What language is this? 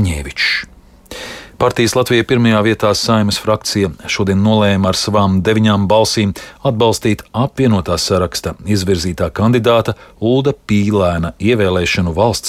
Latvian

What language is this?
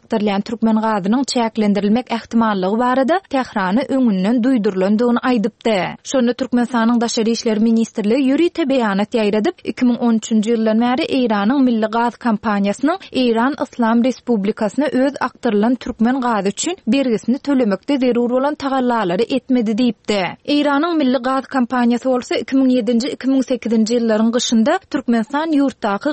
Turkmen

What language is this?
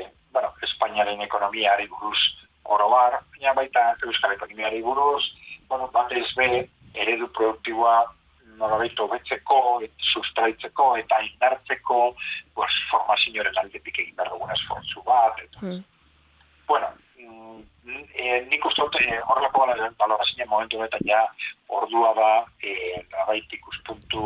Basque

